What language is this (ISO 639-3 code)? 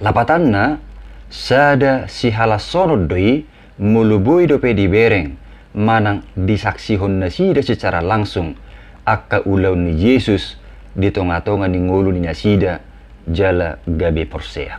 bbc